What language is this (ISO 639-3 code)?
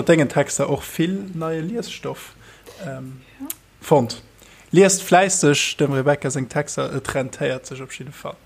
ltz